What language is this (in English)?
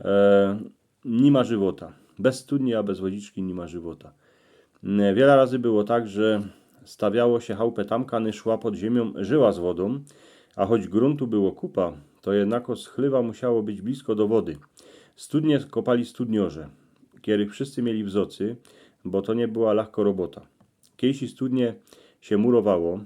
Silesian